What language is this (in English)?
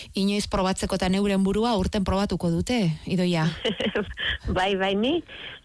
Basque